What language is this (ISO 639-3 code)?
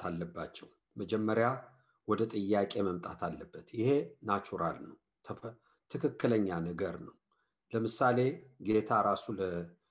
amh